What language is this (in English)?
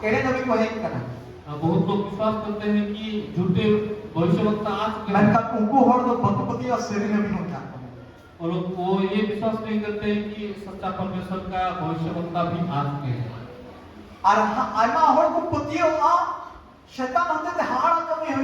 Santali